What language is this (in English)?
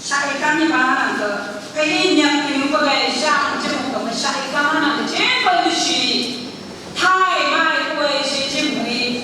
Phom Naga